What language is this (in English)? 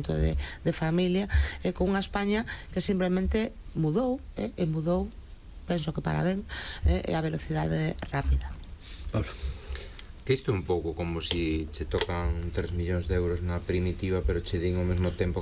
Galician